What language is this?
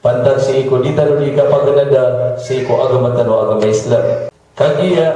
Maranao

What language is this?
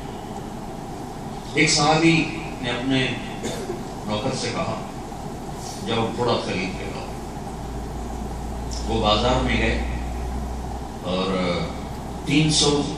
Urdu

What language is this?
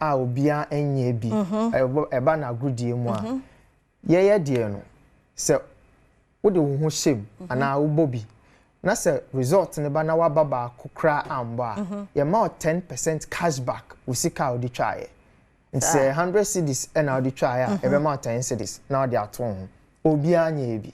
Akan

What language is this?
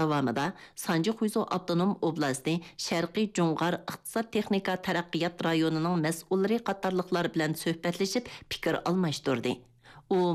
Uyghur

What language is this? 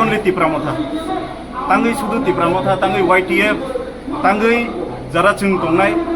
Riang (India)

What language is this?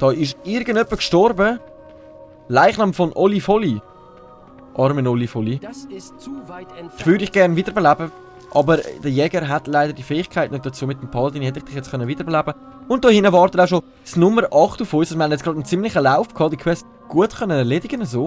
Swiss German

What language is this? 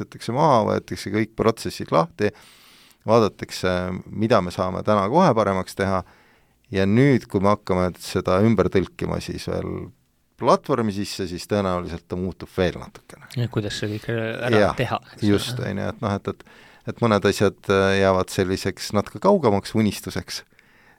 Estonian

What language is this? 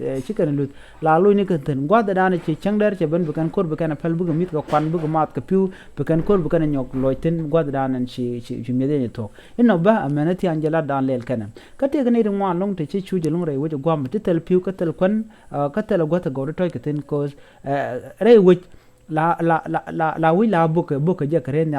Nuer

